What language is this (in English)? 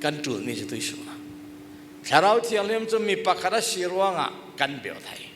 Falam Chin